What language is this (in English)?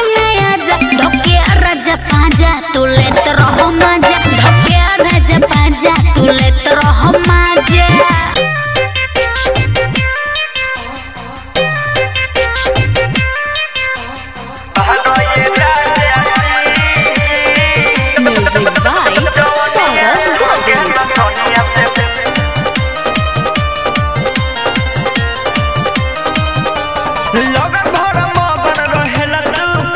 Bhojpuri